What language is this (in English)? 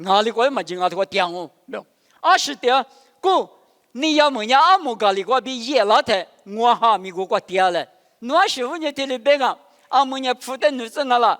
Lisu